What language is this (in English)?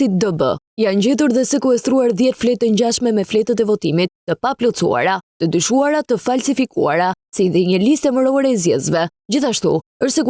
Albanian